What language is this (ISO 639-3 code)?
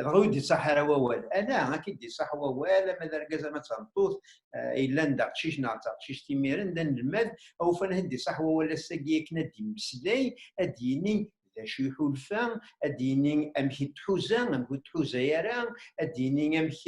kab